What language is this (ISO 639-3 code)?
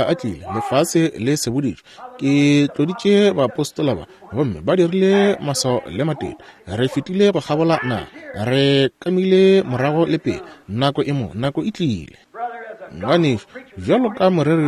nso